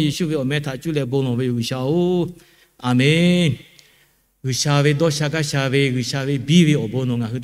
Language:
Lahu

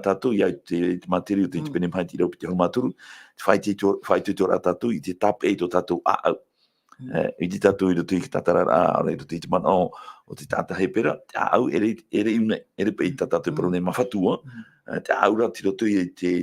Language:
Tahitian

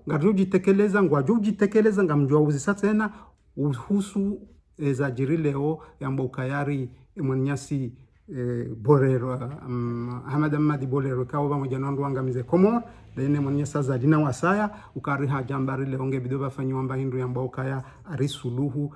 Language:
Ngazidja Comorian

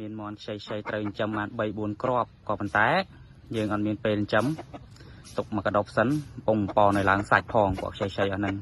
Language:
Khmer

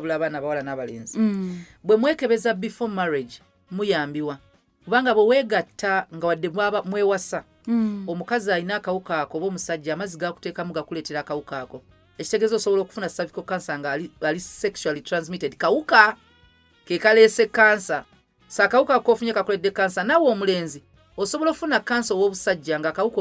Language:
Ganda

